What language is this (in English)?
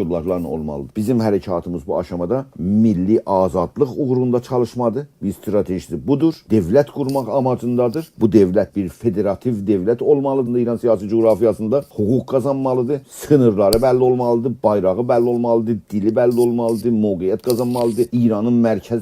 South Azerbaijani